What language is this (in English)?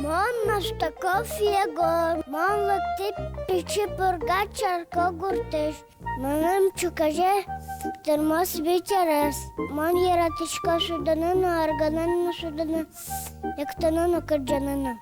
Udmurt